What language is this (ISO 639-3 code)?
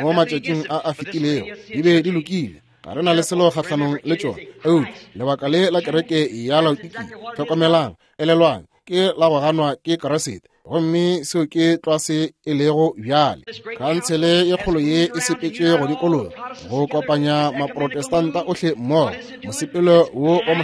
nso